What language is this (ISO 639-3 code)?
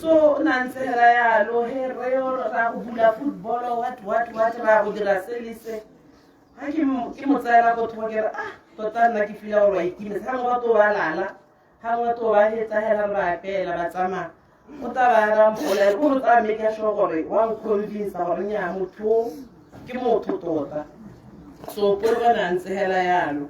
tsn